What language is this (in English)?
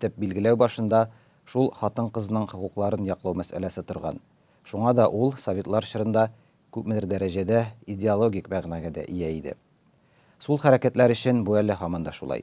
Tatar